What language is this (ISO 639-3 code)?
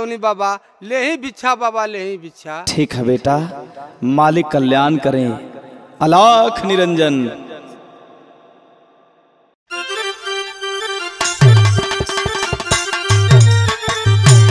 bho